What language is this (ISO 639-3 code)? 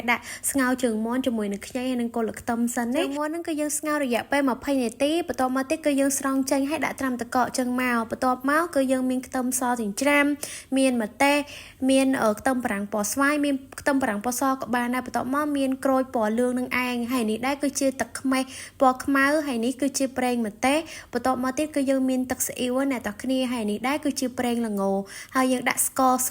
khm